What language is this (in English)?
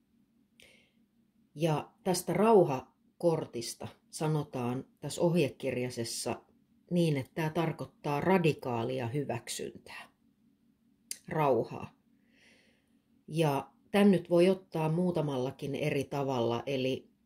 Finnish